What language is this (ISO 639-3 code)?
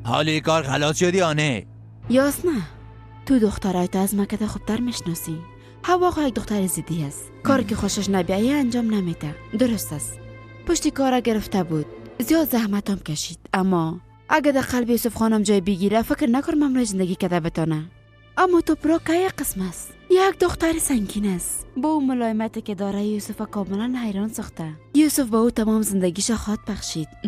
fas